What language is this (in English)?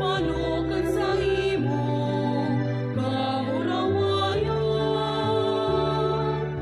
Bikol